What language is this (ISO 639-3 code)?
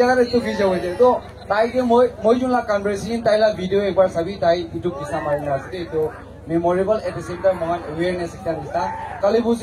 nag